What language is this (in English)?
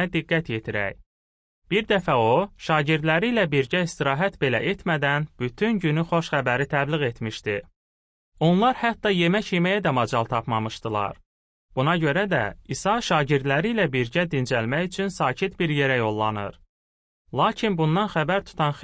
Azerbaijani